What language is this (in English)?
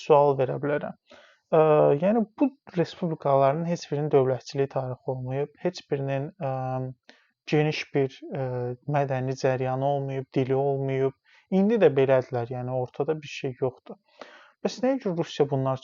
Azerbaijani